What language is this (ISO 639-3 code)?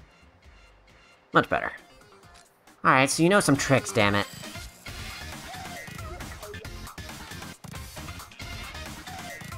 eng